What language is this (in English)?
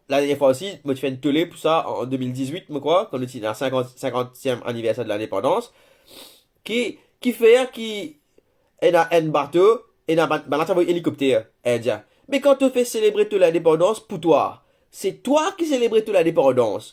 Morisyen